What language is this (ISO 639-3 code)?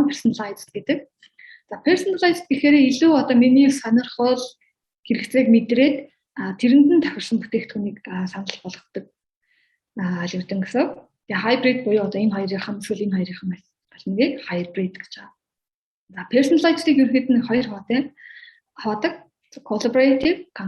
mon